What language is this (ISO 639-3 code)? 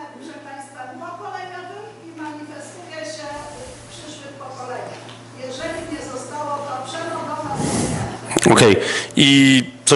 pol